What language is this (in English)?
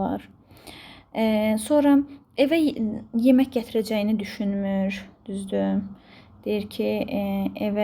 Azerbaijani